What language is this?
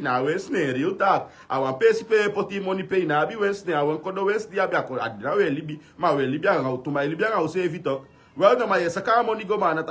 Sranan Tongo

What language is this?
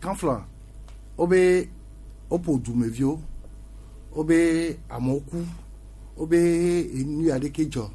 Gen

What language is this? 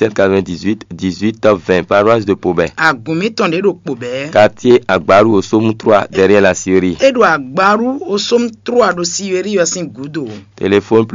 Fon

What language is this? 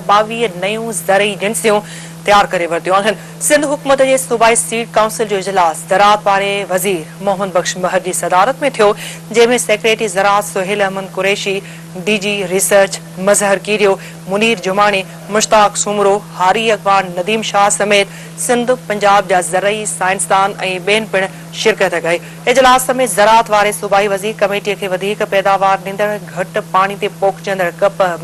Sindhi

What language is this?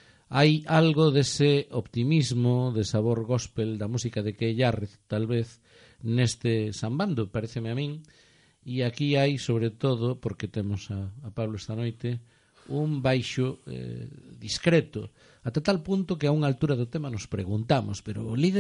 Galician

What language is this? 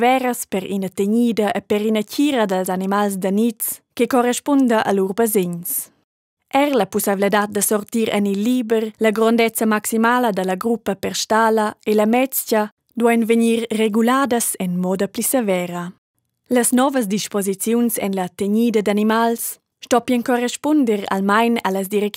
Romansh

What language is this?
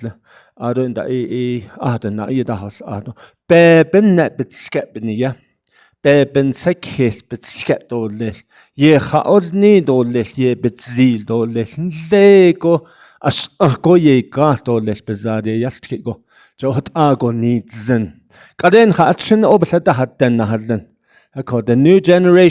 Navajo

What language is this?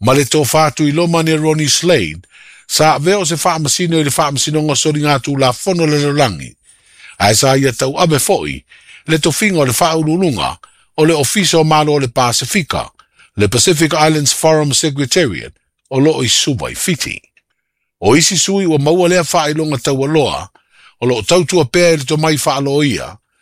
Samoan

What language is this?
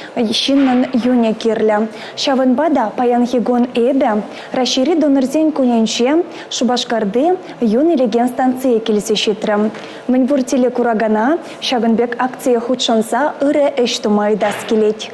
Chuvash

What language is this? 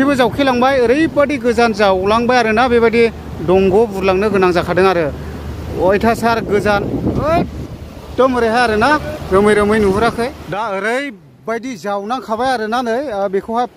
Bodo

